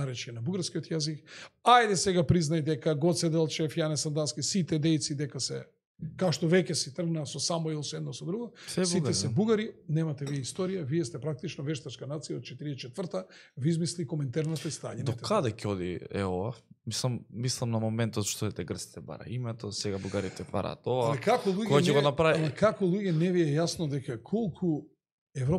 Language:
Macedonian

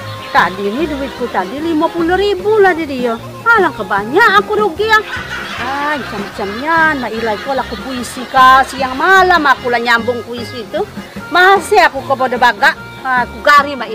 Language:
Musi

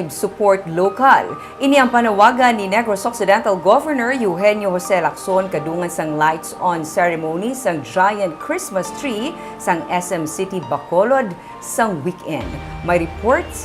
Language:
Hiligaynon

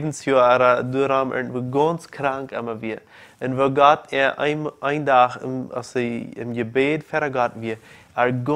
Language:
Plautdietsch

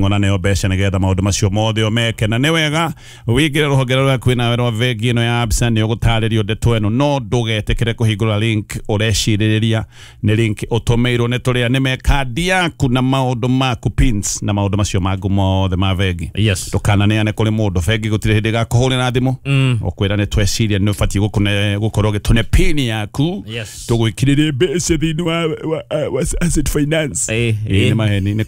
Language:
Kikuyu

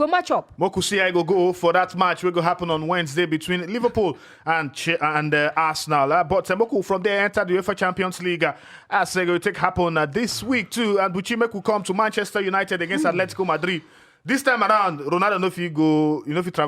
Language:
Nigerian Pidgin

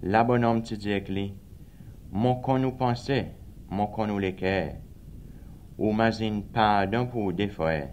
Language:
Seselwa Creole French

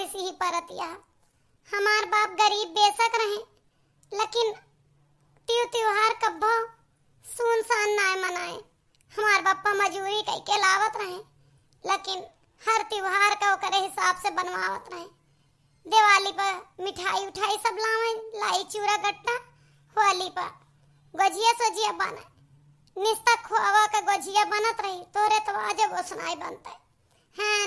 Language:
Awadhi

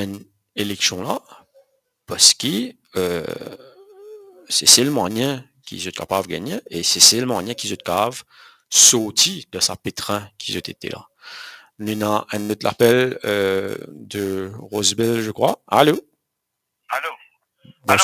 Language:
Morisyen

